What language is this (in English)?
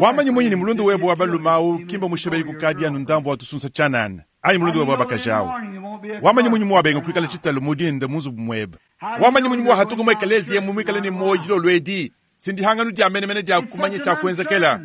Luba-Lulua